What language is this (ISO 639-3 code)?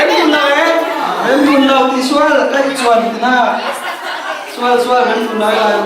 cfm